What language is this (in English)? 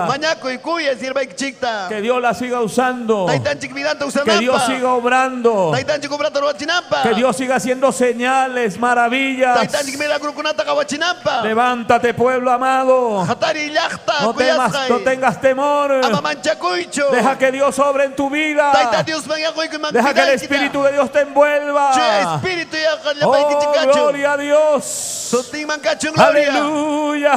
Ayacucho Quechua